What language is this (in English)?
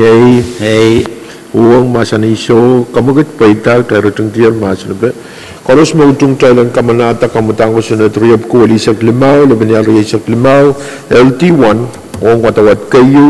Pohnpeian